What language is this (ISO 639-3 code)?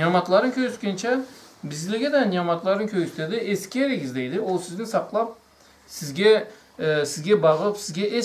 krc